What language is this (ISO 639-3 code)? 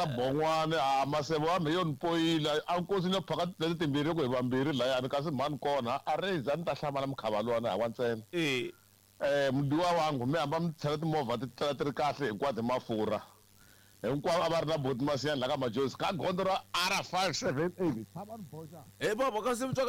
tso